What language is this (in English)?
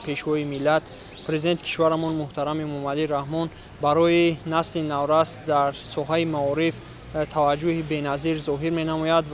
Tajik